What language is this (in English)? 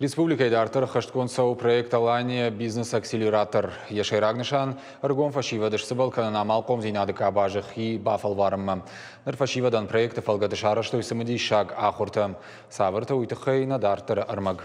Ossetic